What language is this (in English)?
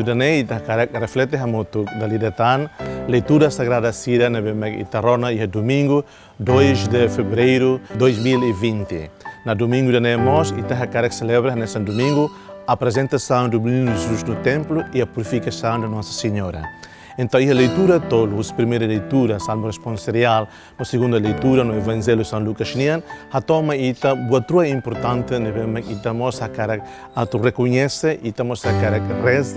Tetum